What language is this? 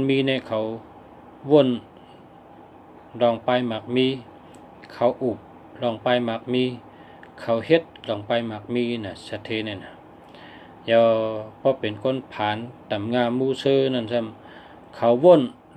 Shan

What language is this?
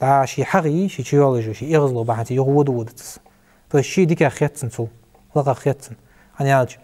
Ingush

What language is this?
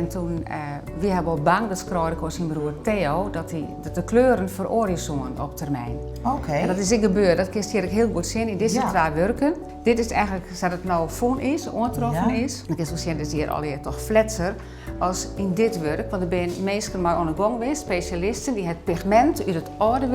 Western Frisian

